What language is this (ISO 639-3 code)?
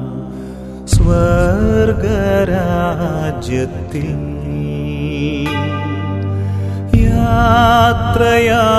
mal